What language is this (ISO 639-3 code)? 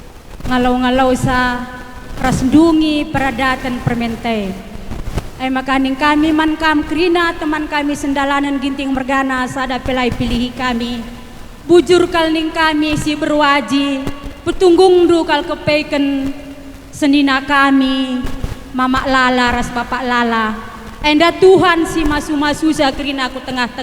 btx